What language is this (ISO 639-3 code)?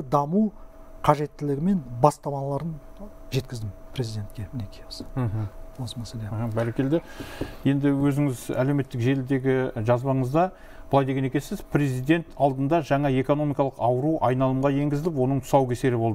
kaz